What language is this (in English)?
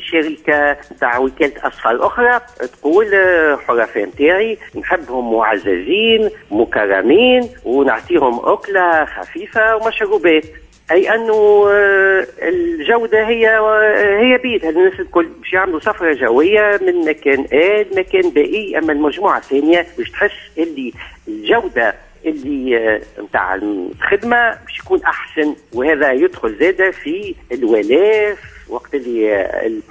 Tunisian Arabic